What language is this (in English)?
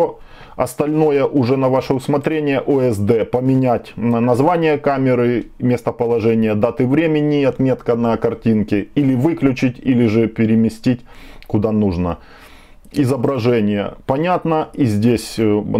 Russian